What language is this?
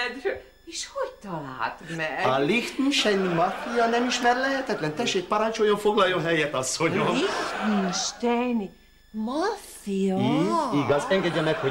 Hungarian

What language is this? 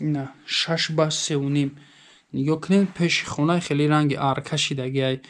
Tajik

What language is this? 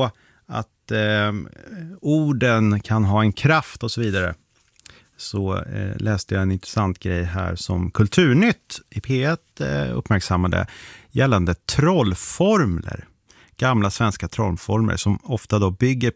Swedish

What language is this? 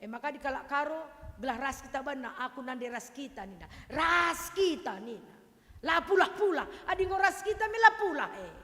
Batak Karo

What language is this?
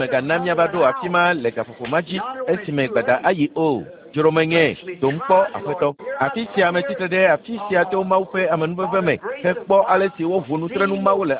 Ewe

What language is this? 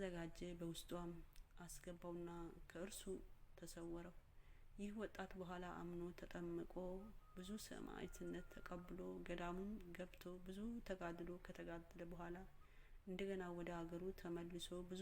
Amharic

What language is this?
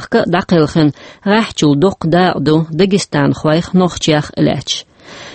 Chechen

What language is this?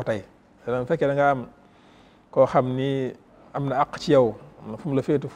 Wolof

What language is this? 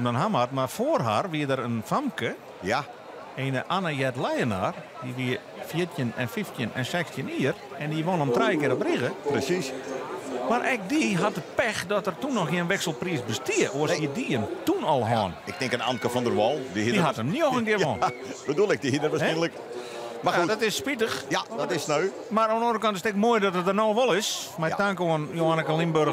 Western Frisian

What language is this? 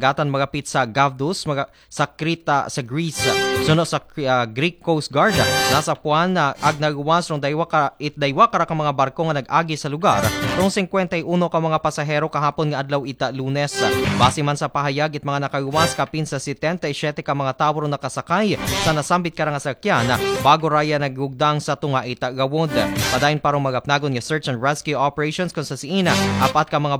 Aklanon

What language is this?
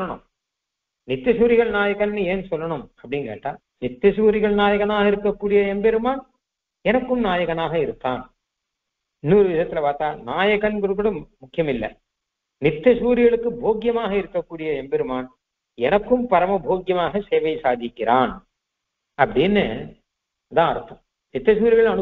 Tamil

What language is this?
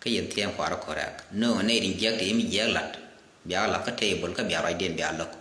Nuer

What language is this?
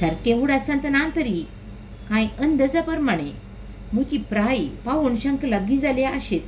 Konkani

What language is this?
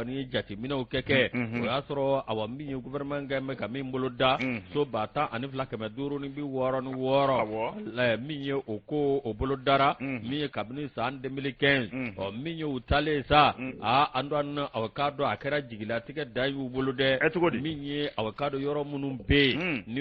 Bambara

